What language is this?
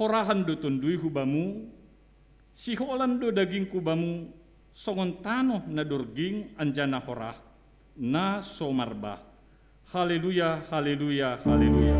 Batak Simalungun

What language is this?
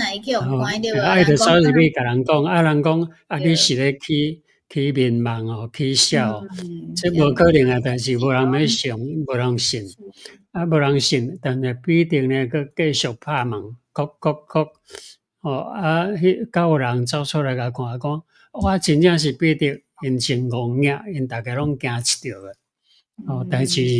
Min Nan Chinese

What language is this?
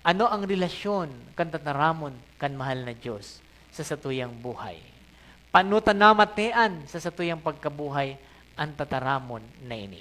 Bikol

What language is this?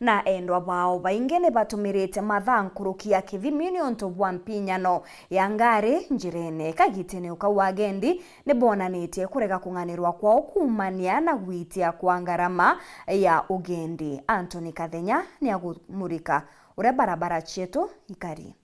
Meru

